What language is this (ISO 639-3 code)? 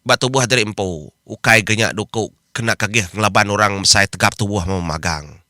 iba